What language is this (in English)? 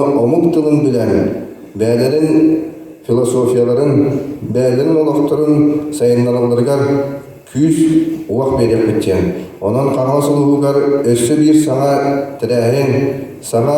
Yakut